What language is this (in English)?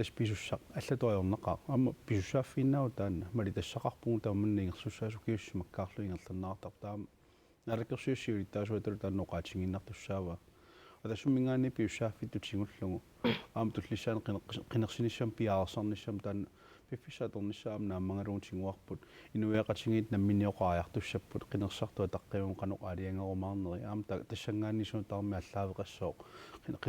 Kalaallisut